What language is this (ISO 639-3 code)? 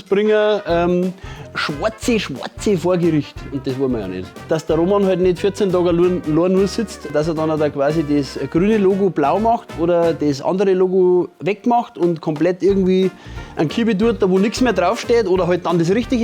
bar